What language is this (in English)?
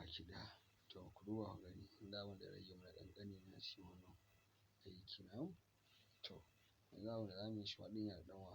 Hausa